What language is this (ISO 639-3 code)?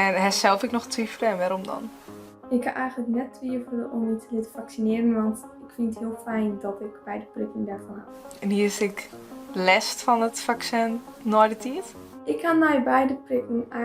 fry